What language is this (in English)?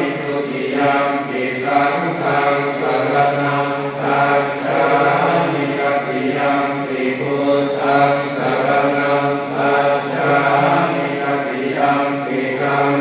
Pali